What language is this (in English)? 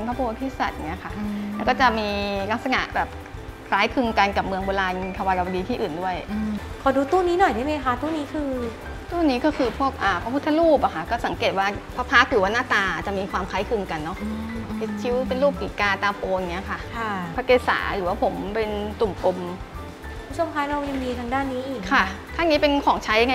Thai